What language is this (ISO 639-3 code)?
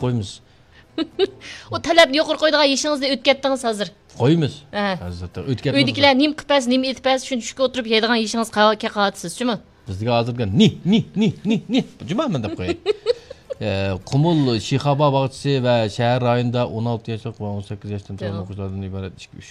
uig